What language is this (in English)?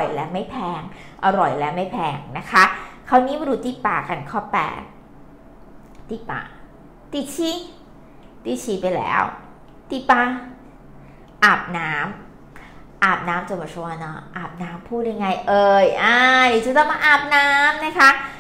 Thai